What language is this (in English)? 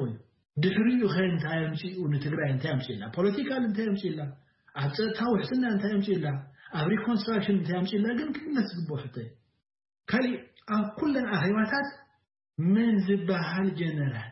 Tigrinya